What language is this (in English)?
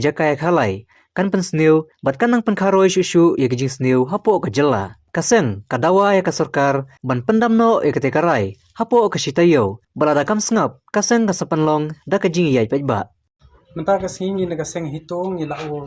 Khasi